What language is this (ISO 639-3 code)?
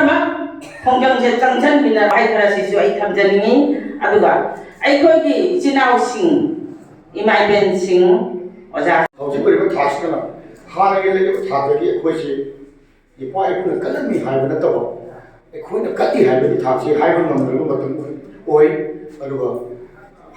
mni